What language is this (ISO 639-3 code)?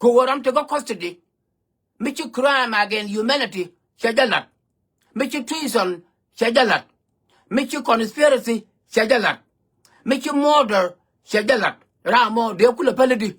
nus